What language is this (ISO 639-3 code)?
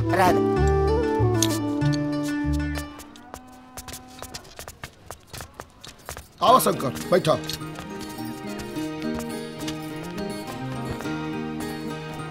bho